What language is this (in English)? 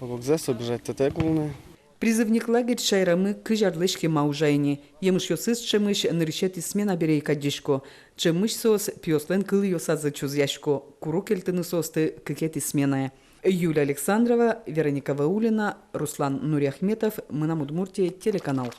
Udmurt